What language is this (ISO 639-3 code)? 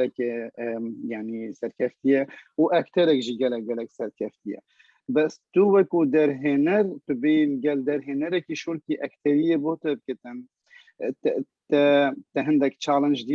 kur